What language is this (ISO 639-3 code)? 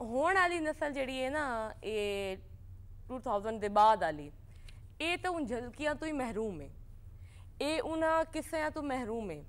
skr